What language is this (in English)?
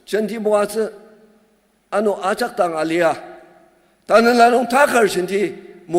Ao Naga